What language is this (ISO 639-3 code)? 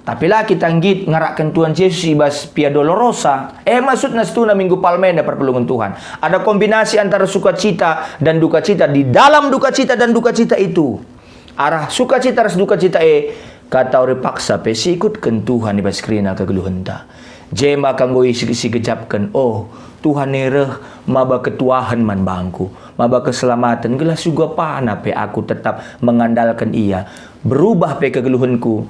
btx